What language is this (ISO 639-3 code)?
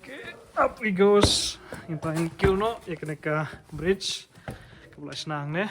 kha